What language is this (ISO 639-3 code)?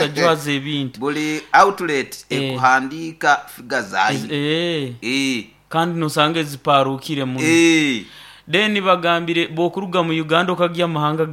nyo